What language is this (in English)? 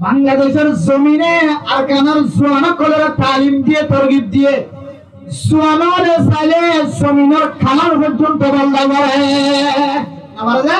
Rohingya